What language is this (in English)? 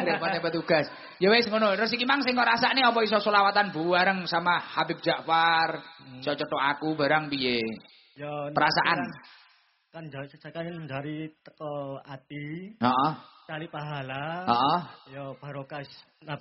Javanese